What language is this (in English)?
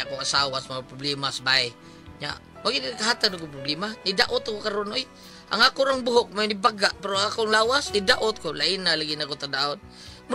Cebuano